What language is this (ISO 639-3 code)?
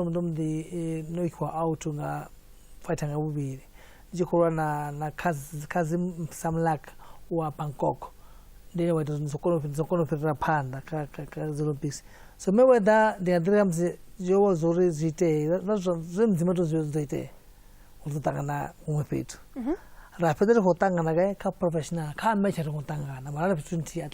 ven